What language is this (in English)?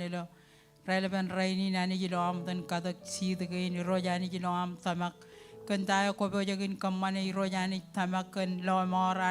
Marshallese